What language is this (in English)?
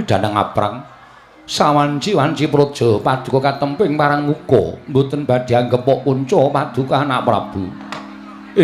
Javanese